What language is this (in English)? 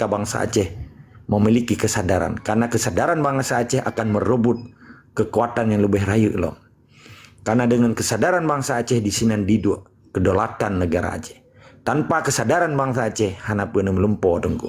Achinese